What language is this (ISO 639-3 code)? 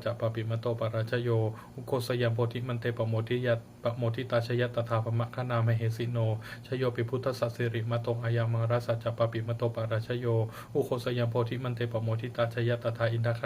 pli